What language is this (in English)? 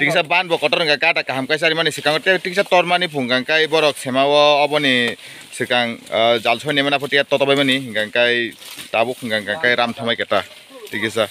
Kok Borok